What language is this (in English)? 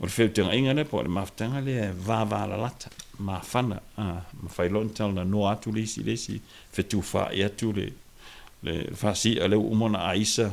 Samoan